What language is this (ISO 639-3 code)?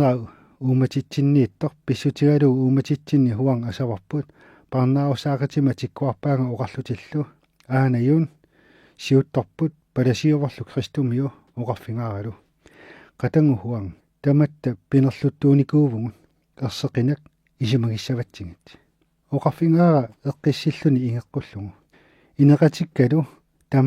kal